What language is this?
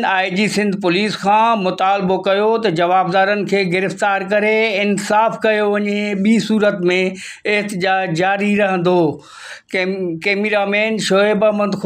Sindhi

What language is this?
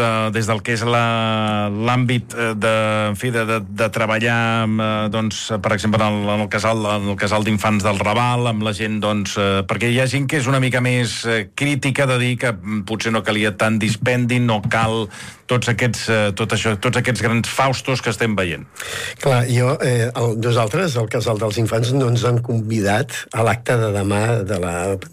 Catalan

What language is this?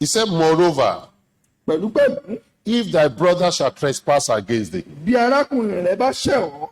Yoruba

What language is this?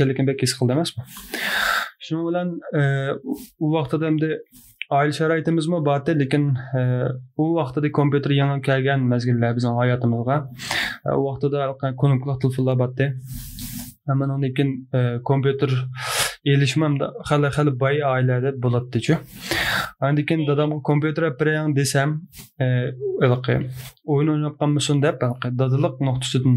Uyghur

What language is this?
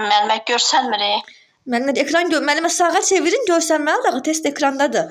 Azerbaijani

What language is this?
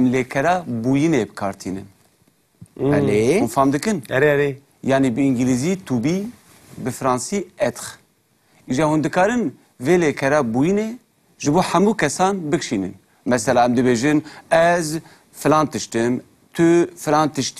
Kurdish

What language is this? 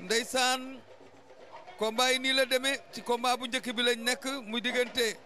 Wolof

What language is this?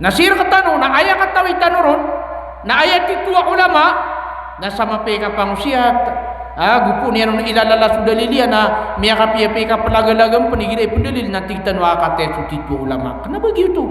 Maranao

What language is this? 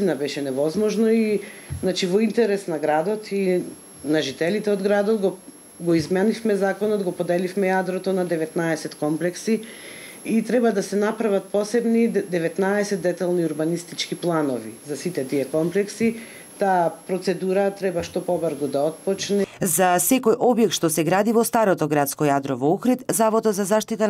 Macedonian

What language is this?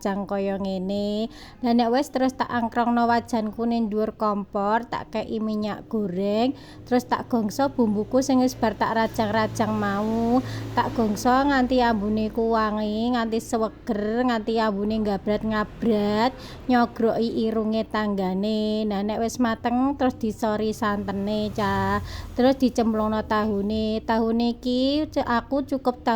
Javanese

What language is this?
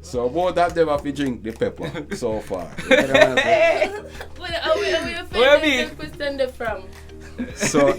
Jamaican Creole English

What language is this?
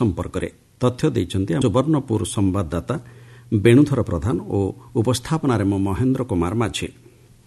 Odia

